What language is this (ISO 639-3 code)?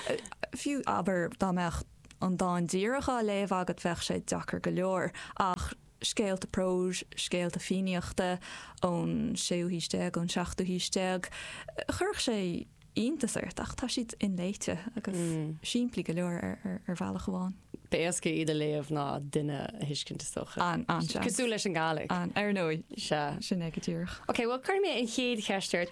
gle